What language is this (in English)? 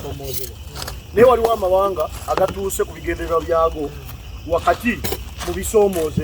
Ganda